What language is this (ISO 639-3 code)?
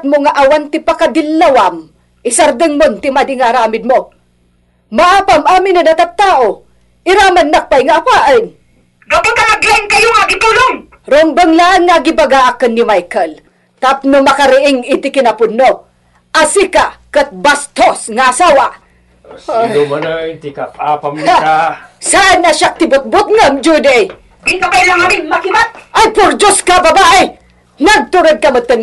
ilo